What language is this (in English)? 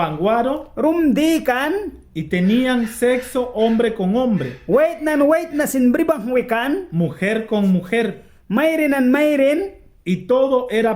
Mískito